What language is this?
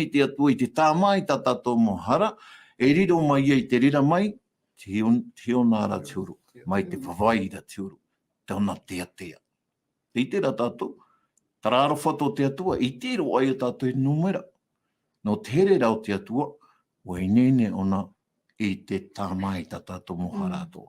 Tahitian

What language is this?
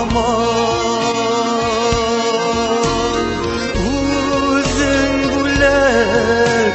Tatar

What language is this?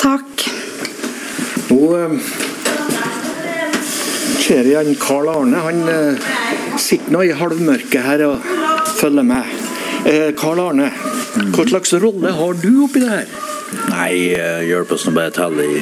Norwegian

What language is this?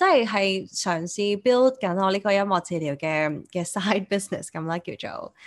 Cantonese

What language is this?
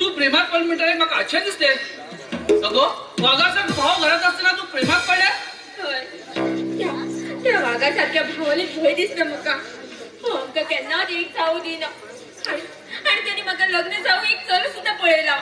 Konkani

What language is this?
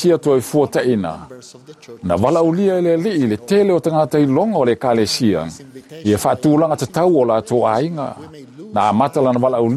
Samoan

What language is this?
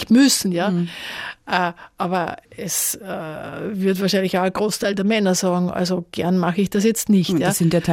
German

